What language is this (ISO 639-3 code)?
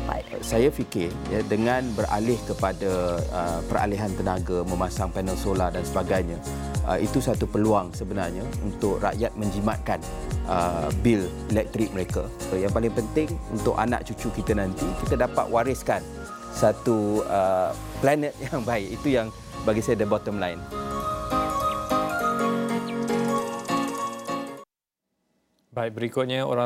msa